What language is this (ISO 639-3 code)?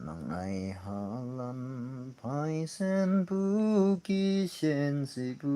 nag